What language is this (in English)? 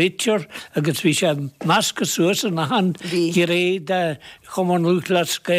Irish